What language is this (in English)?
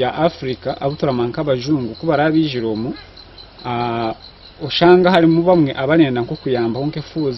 Nyankole